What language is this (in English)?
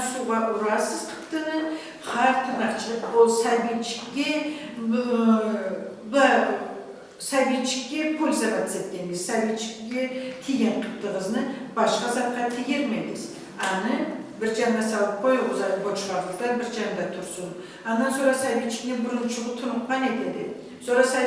Karachay-Balkar